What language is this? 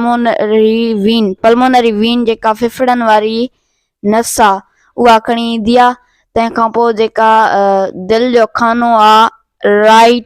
Sindhi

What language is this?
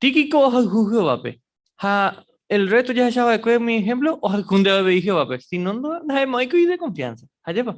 Guarani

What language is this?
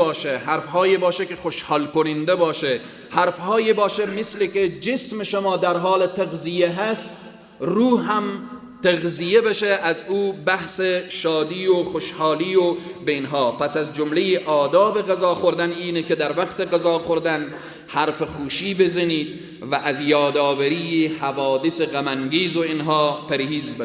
Persian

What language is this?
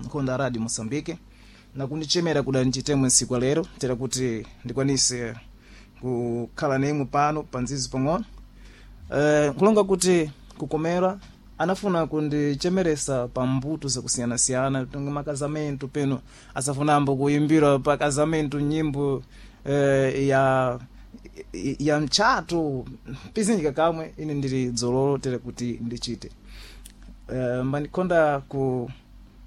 Sena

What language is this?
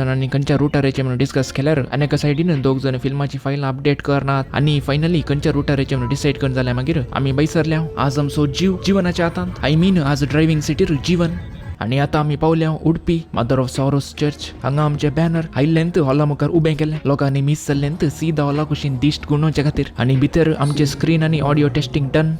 Konkani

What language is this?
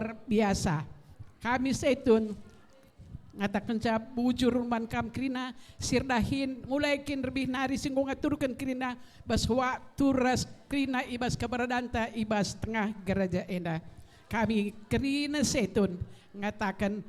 Batak Karo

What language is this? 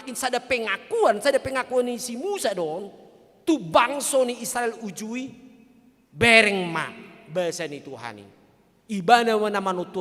Batak Toba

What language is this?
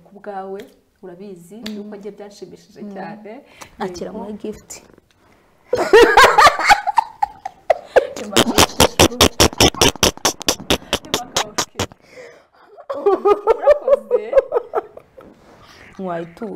Kinyarwanda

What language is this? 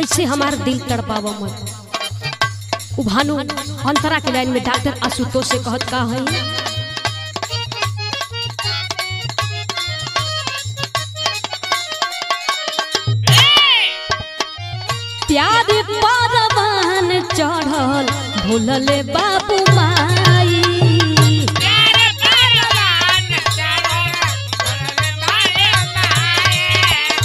Bhojpuri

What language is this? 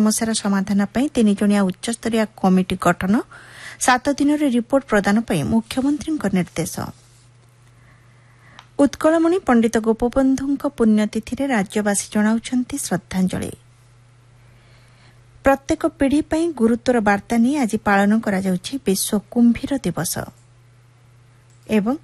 Odia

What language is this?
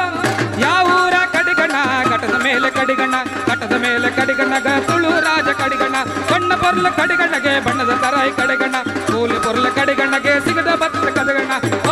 Kannada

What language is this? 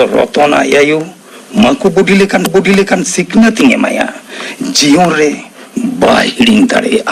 Santali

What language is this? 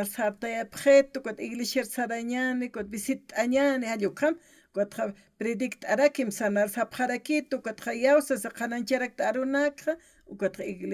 Aymara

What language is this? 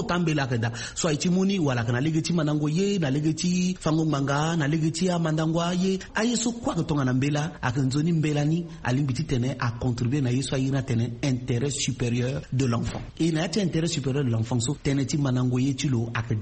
Sango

